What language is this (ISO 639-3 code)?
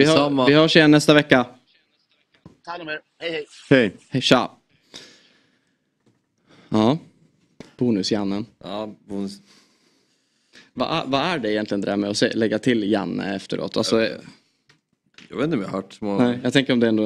swe